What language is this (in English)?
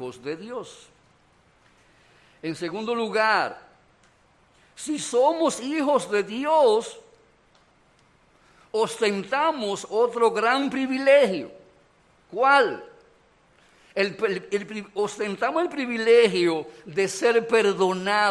Spanish